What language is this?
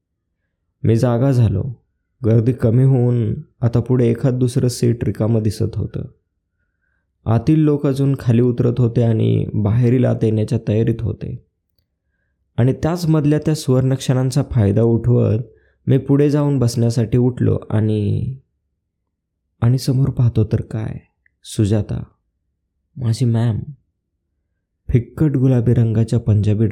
Marathi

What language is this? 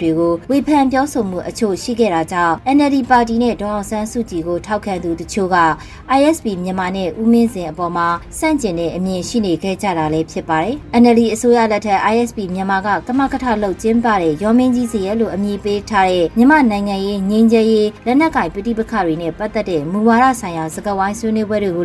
Burmese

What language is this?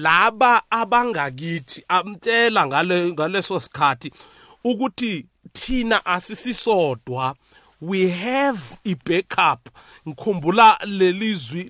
South Ndebele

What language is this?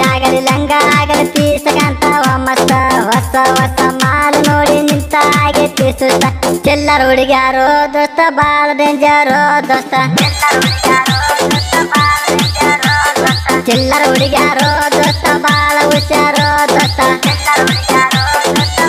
Kannada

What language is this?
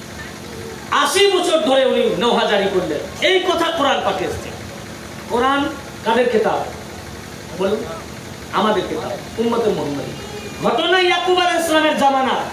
Bangla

